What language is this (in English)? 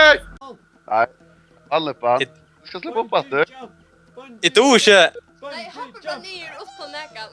Faroese